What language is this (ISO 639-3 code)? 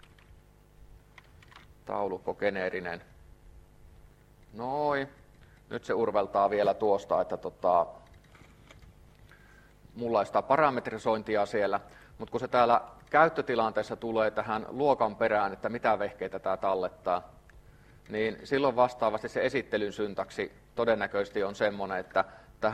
fin